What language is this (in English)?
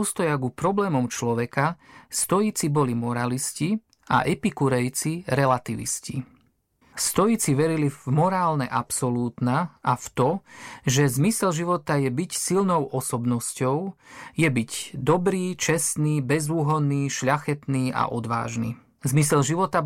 Slovak